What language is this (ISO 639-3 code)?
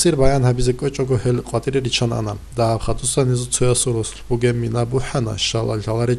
ava